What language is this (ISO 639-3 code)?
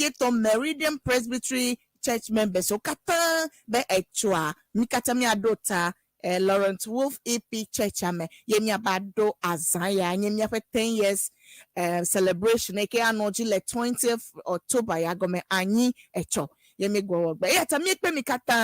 ewe